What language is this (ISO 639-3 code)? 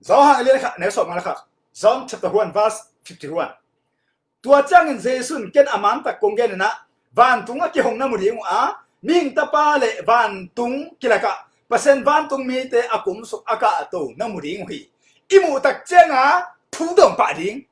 ctd